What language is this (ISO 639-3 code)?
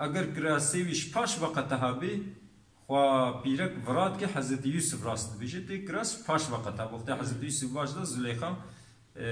kur